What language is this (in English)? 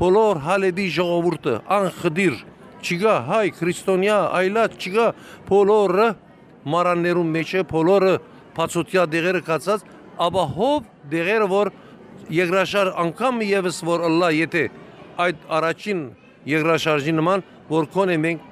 Western Armenian